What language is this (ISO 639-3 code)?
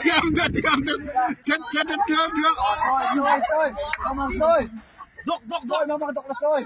cnh